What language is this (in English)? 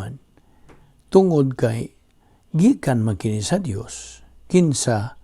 Cebuano